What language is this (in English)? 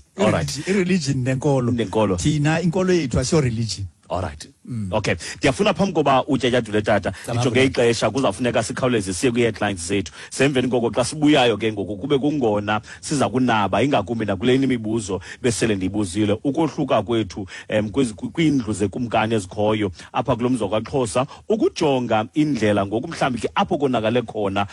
Xhosa